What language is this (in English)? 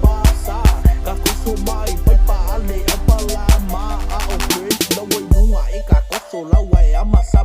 Samoan